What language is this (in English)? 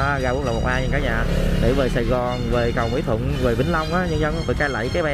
Vietnamese